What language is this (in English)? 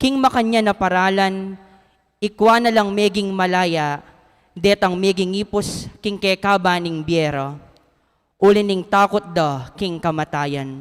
Pampanga